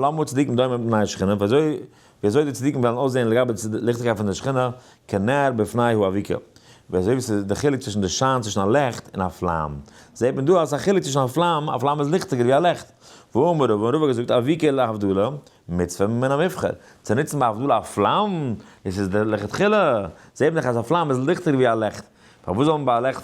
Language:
Yiddish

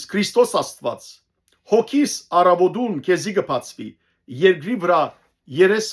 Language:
Western Armenian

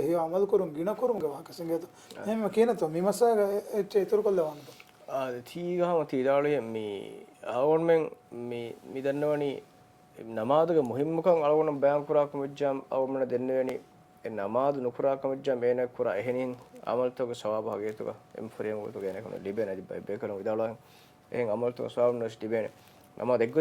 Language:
Divehi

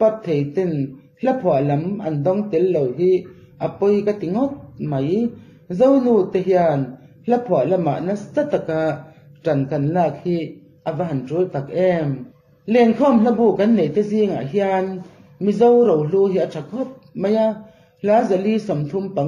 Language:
Mizo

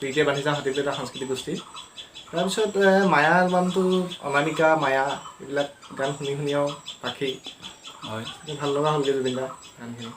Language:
Assamese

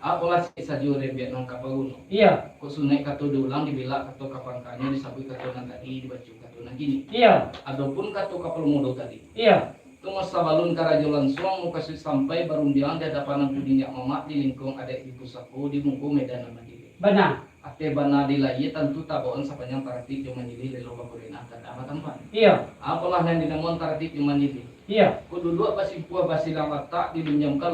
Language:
Minangkabau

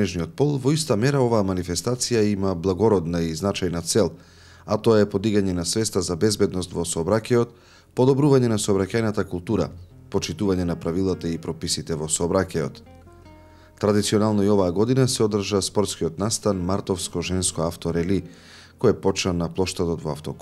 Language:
Macedonian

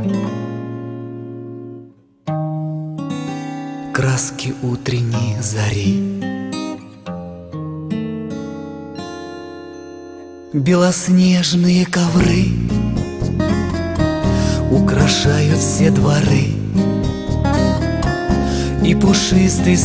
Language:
Russian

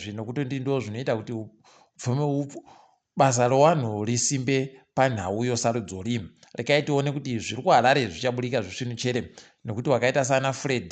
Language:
Ndau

